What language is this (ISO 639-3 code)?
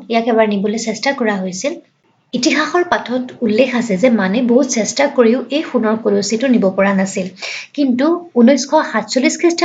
asm